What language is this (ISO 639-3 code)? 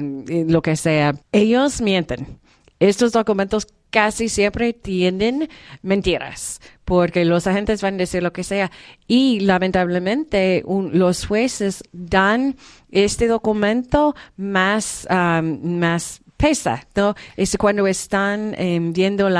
spa